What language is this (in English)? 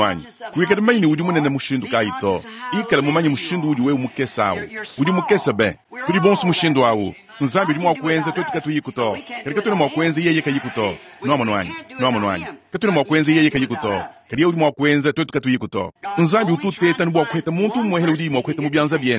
Luba-Lulua